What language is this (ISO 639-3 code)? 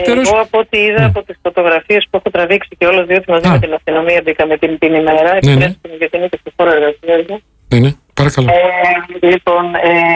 ell